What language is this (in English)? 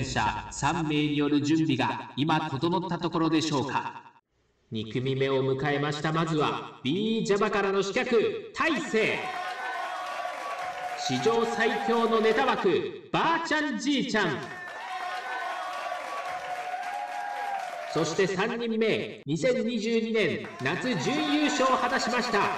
Japanese